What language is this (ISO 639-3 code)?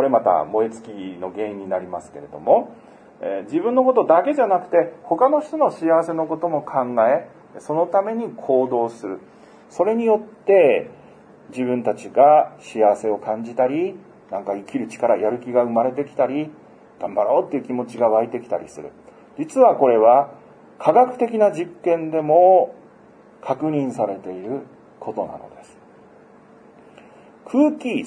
jpn